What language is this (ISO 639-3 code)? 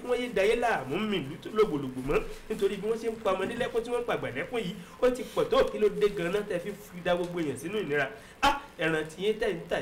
yor